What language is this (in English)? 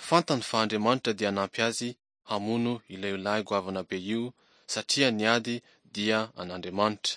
Malagasy